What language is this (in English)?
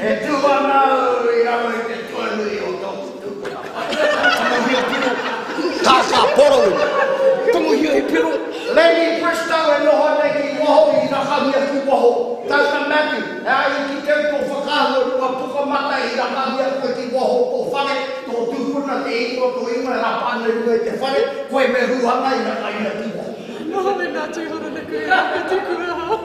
Māori